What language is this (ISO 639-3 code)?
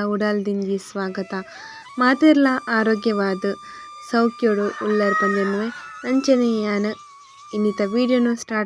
tcy